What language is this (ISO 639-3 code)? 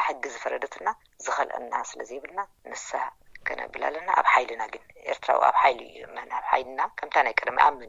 tir